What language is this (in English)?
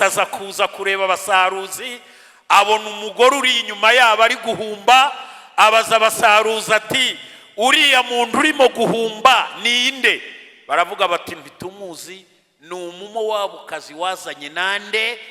Kinyarwanda